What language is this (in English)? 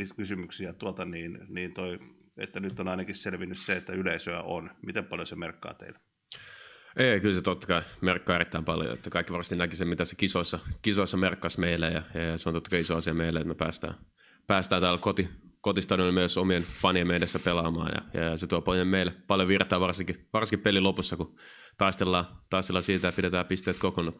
Finnish